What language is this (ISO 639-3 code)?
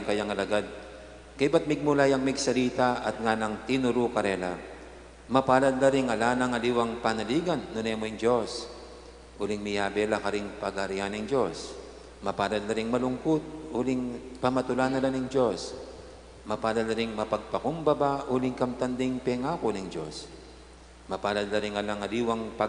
pam